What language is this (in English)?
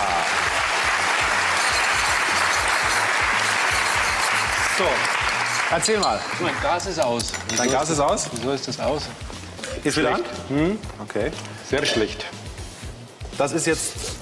German